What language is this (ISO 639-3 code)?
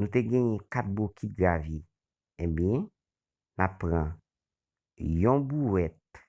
hat